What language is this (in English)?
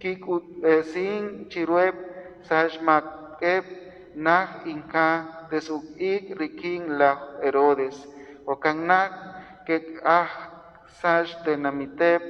Kekchí